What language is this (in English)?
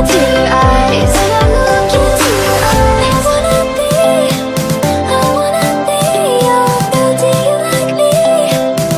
English